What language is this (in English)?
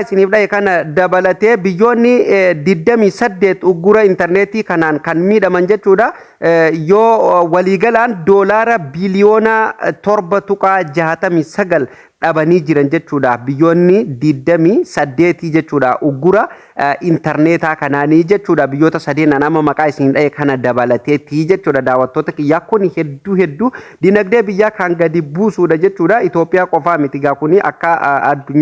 Oromo